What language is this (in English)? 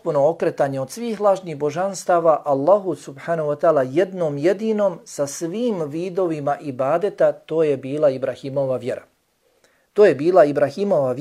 Bosnian